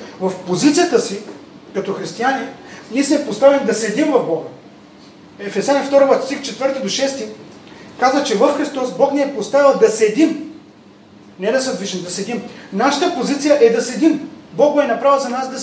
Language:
Bulgarian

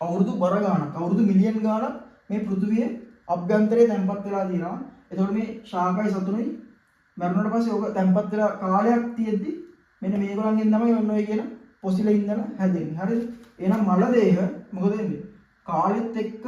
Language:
Sinhala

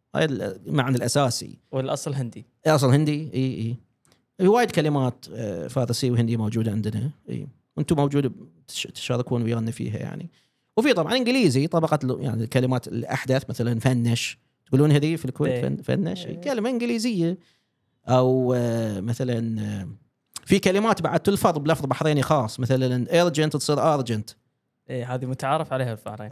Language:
Gulf Arabic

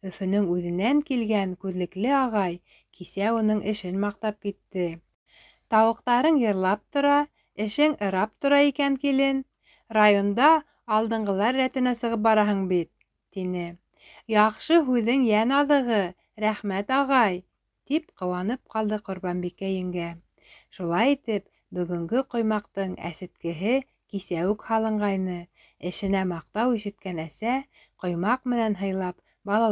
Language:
Bashkir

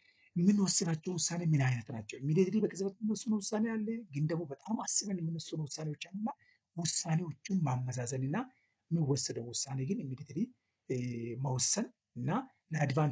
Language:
Amharic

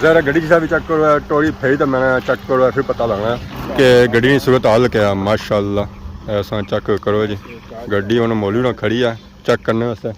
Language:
Pahari-Potwari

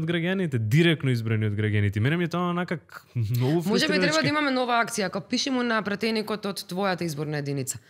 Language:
Macedonian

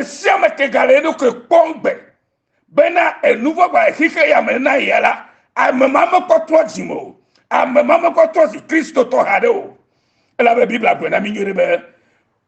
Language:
Ewe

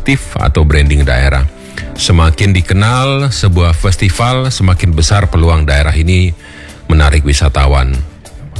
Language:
Indonesian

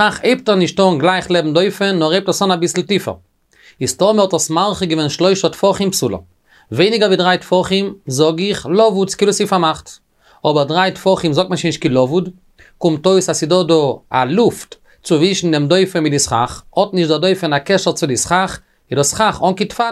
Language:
Yiddish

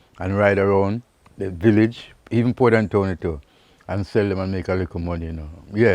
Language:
Jamaican Creole English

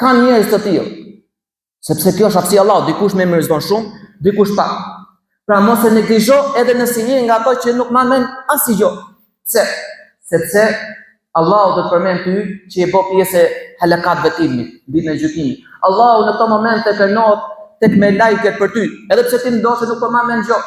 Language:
Albanian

